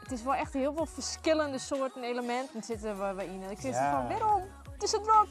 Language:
Western Frisian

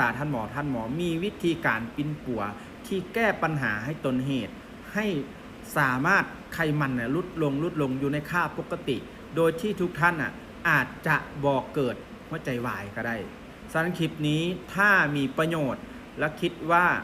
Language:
Lao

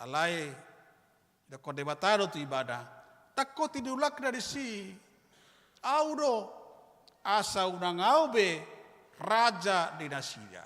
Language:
Batak Toba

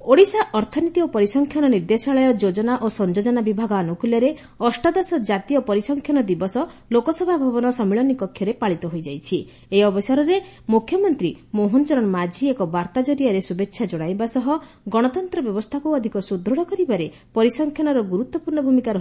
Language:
Odia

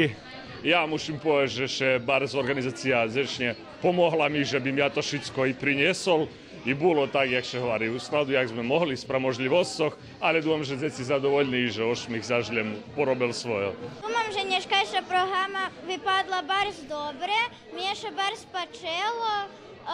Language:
Rusyn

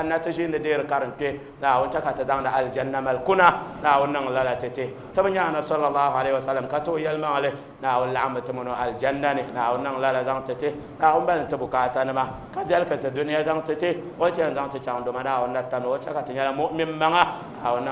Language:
Dagbani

